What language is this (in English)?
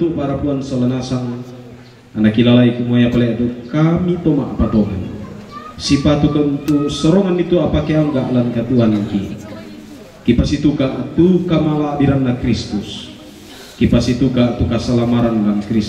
Toraja-Sa'dan